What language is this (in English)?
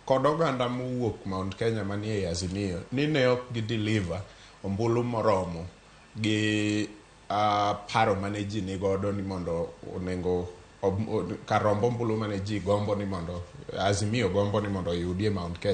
Luo (Kenya and Tanzania)